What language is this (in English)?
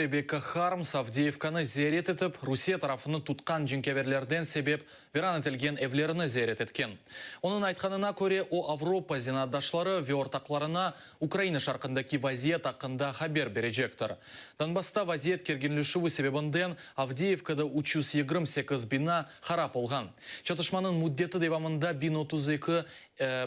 Crimean Tatar